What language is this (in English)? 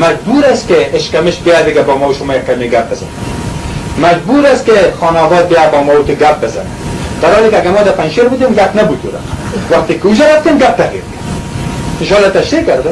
Persian